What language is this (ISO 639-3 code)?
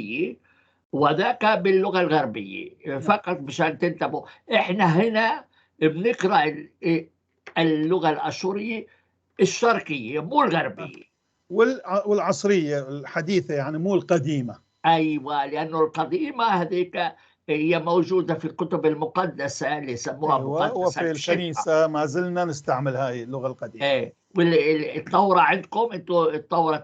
apc